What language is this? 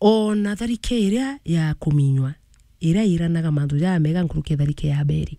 Meru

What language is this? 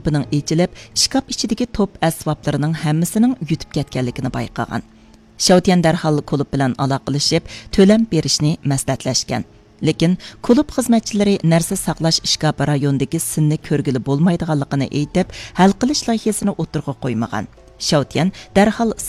Uyghur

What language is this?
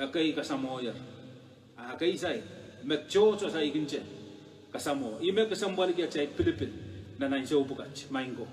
Pohnpeian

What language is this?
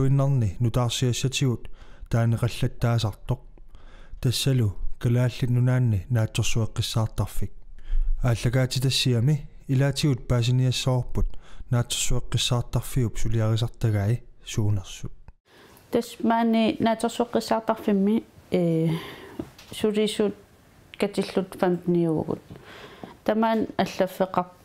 Kalaallisut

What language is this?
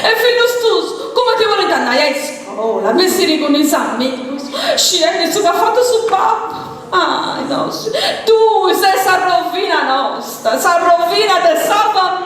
Sardinian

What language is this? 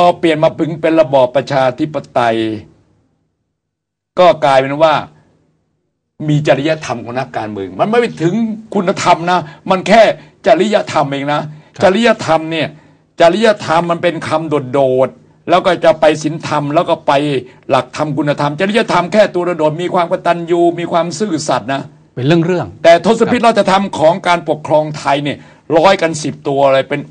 Thai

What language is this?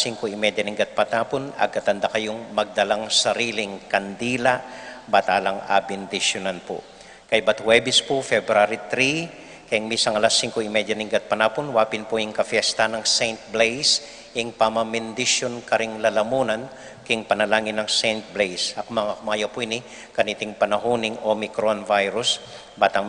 Pampanga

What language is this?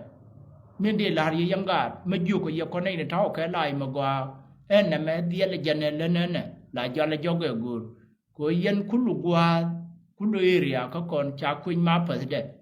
Nuer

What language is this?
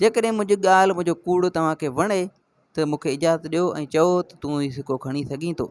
Sindhi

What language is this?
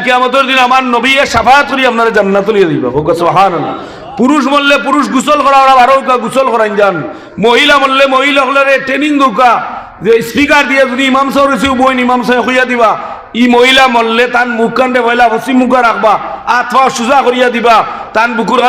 Sylheti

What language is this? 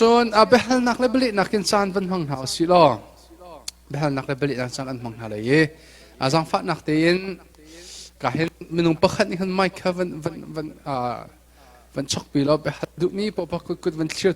Hakha Chin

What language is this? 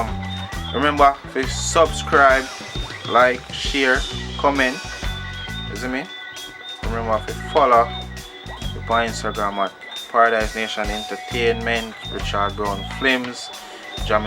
Jamaican Creole English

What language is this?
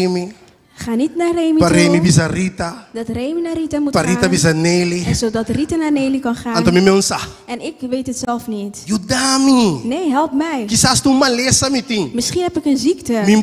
Papiamento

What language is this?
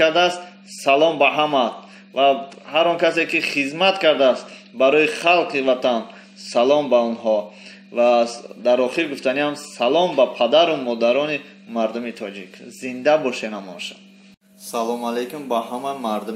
Tajik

